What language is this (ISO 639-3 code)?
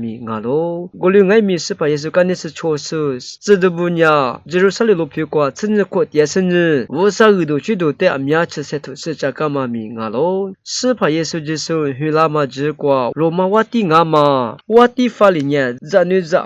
lis